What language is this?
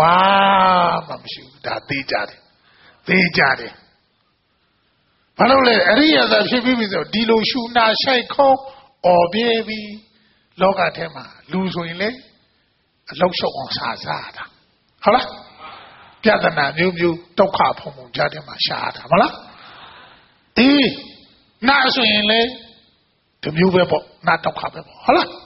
Burmese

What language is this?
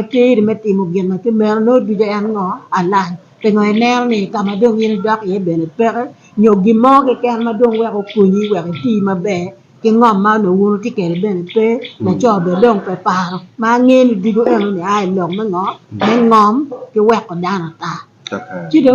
Acoli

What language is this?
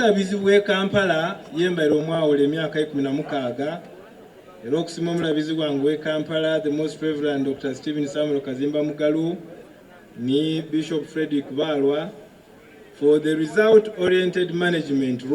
Soga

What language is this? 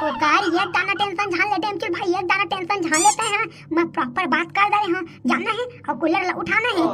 Chhattisgarhi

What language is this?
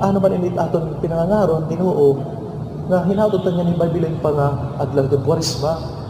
Waray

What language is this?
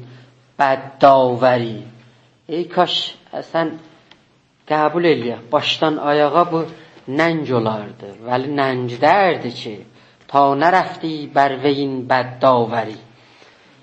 South Azerbaijani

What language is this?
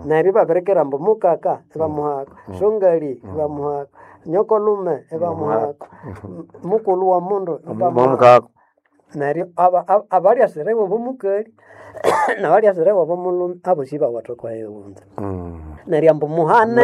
Nande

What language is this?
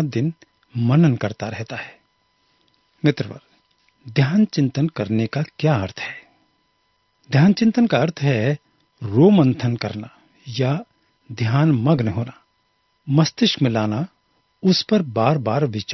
Hindi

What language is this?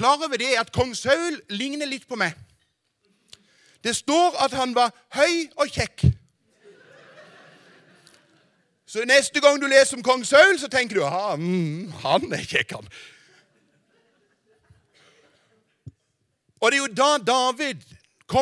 Norwegian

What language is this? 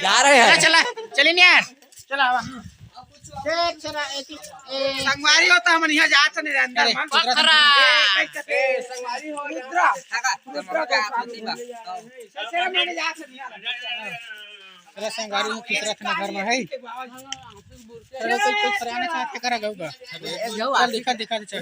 Chhattisgarhi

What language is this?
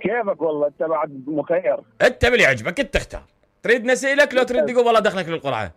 Mesopotamian Arabic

